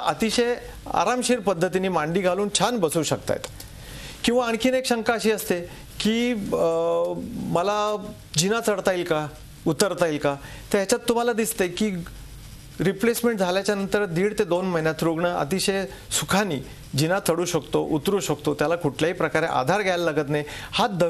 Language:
Marathi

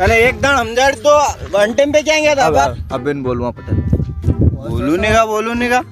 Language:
Rajasthani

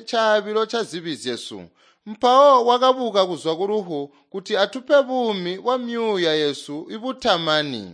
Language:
Tonga (Zambia)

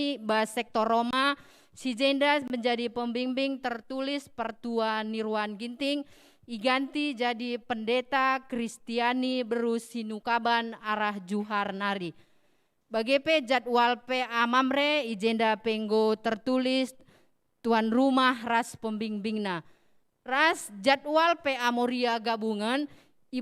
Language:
Batak Karo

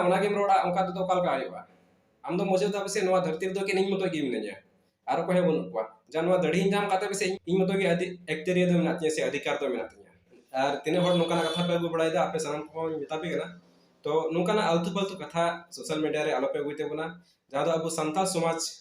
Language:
Santali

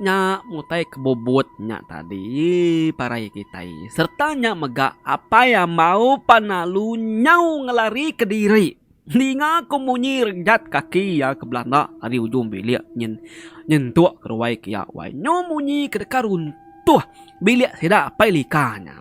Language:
Iban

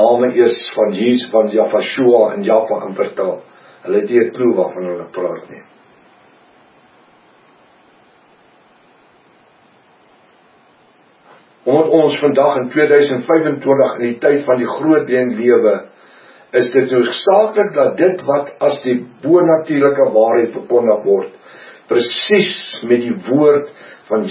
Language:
Afrikaans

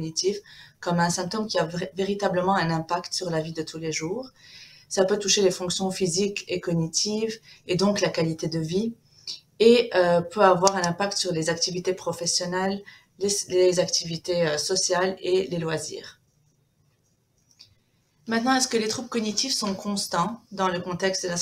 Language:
French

